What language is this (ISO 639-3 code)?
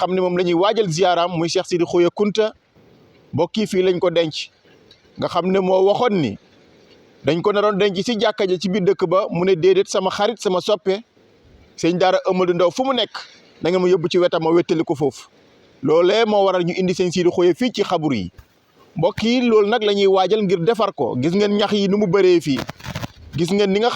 wol